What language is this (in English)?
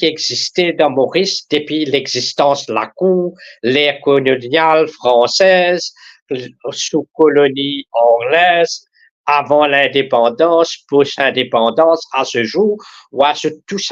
Morisyen